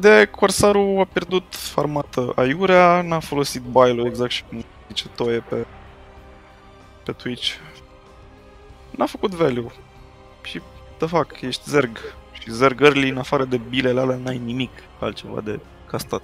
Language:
Romanian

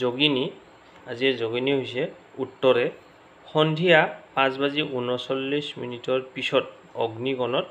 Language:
Assamese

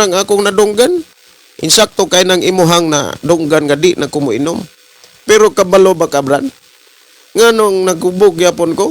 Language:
Cebuano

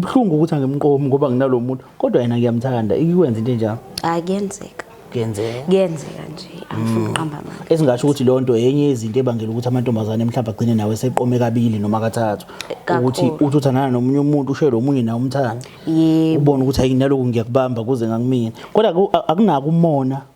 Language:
Zulu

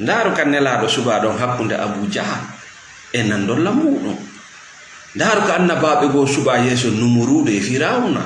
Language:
Fula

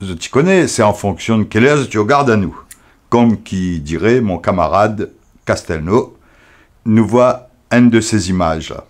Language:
Réunion Creole French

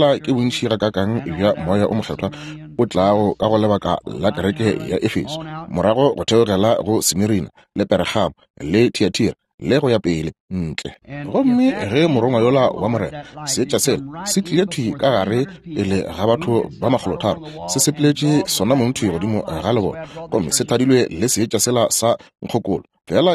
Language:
Northern Sotho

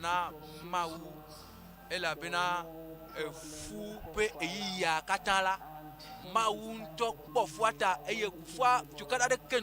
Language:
Ewe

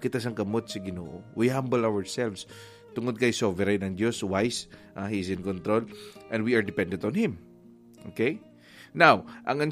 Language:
Hiligaynon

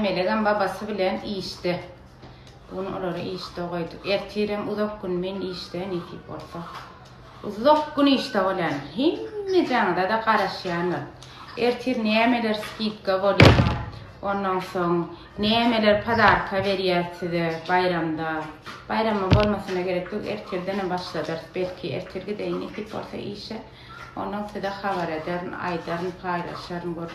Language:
Turkmen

